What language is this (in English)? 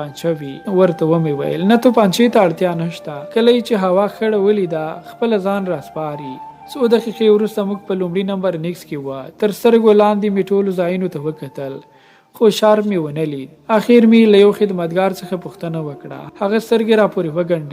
Pashto